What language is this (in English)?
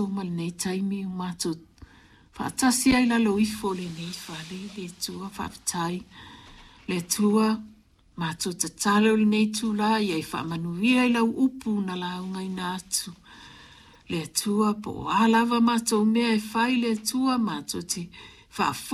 Samoan